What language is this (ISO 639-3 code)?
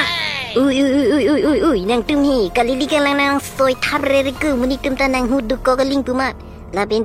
mjw